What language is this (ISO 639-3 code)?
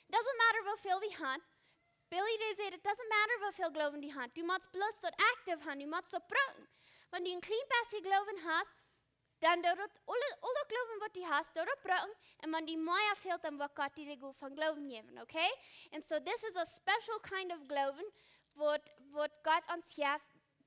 pdt